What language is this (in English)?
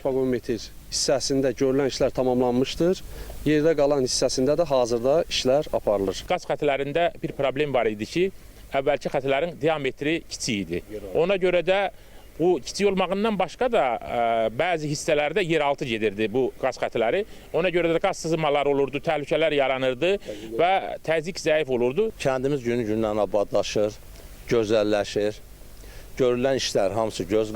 Azerbaijani